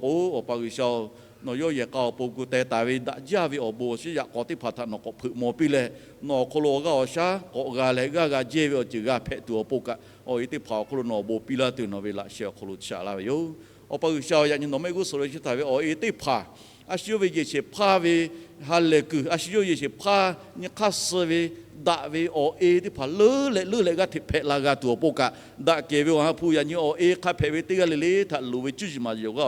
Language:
Lahu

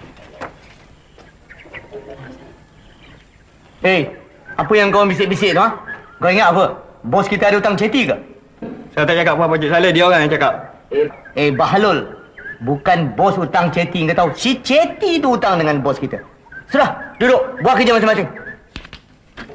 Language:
Malay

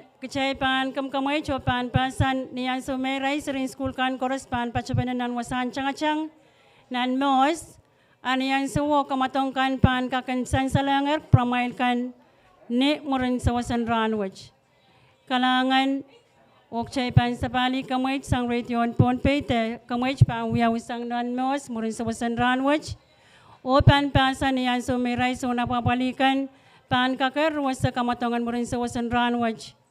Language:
Pohnpeian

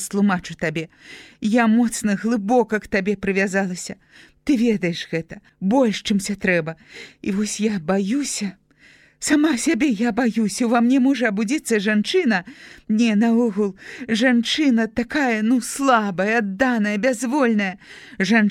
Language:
Belarusian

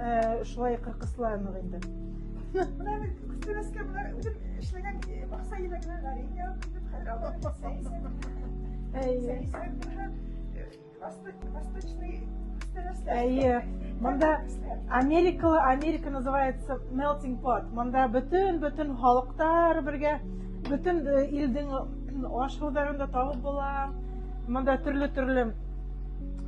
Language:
Bashkir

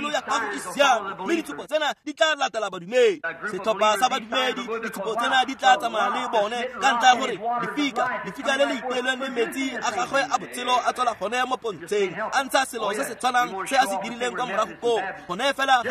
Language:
Tswana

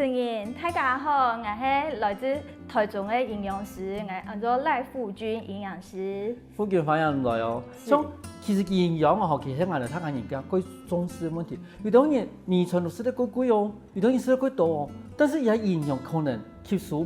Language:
Hakka Chinese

